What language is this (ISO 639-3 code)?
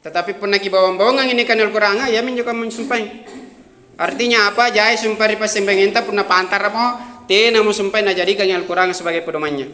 mak